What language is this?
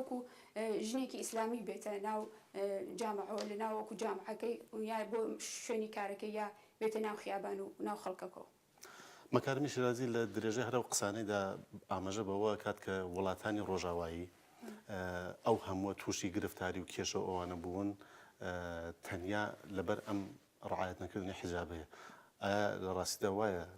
Central Kurdish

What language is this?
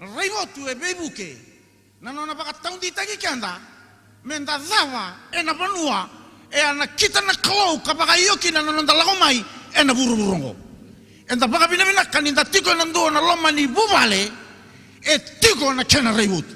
Fijian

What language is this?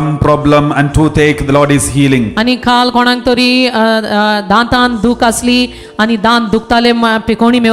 Konkani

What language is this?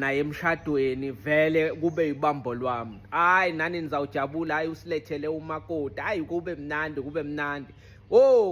Zulu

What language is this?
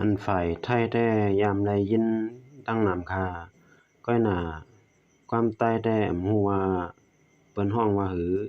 Shan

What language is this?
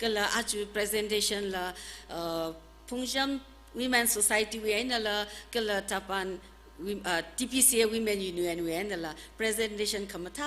Tangkhul Naga (India)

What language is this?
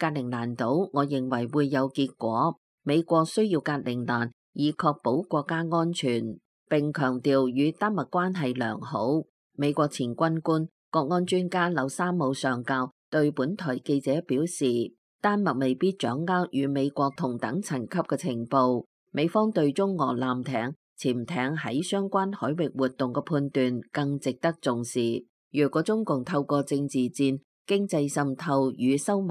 Cantonese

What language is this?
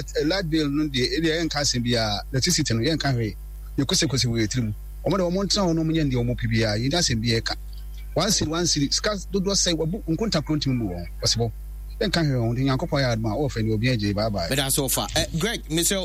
Akan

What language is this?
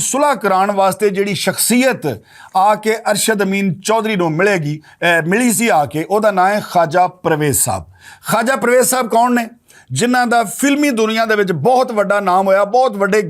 Western Panjabi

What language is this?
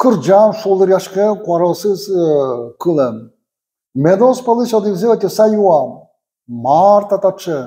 Udmurt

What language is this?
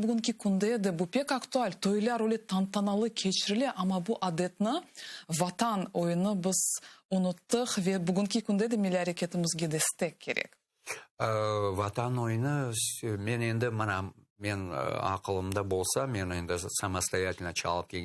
Crimean Tatar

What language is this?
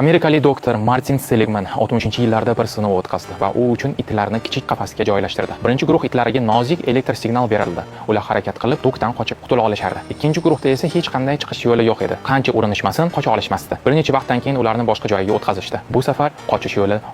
Uzbek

